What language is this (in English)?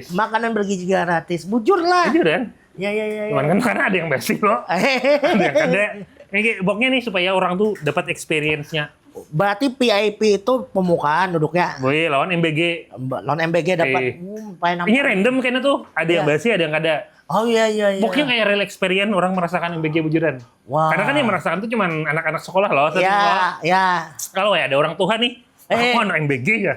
Banjar